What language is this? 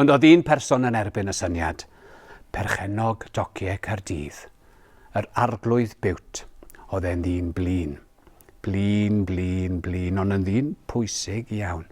Welsh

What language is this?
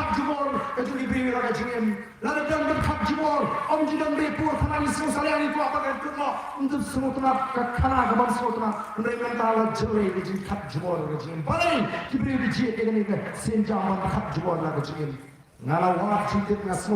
Khasi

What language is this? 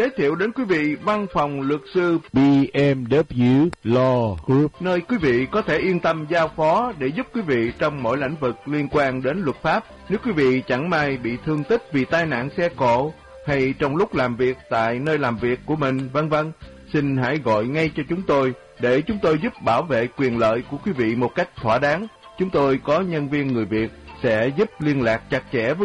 Vietnamese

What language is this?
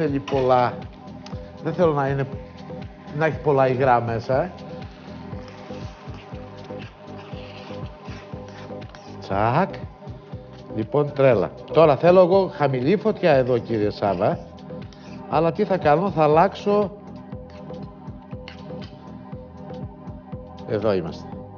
Greek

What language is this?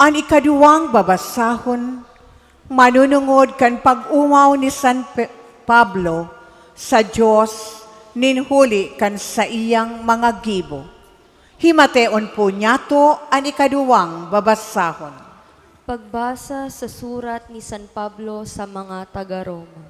Bikol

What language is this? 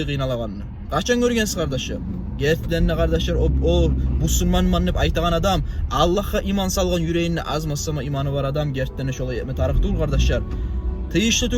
Kumyk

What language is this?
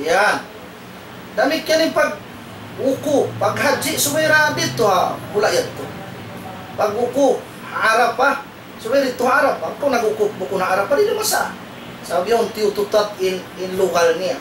Tausug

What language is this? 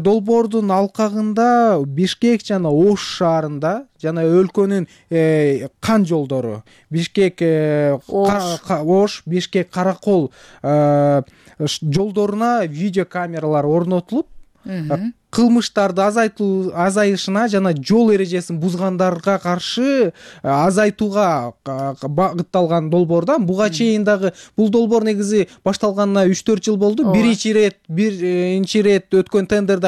Kyrgyz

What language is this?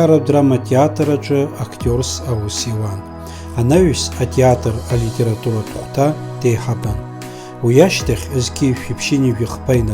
Abkhazian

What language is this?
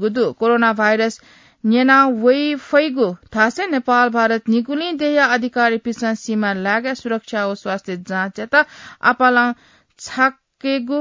Newari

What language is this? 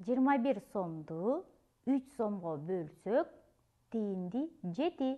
Kyrgyz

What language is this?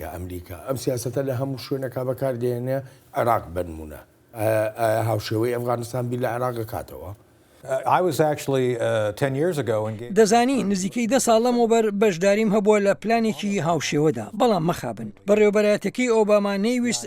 Central Kurdish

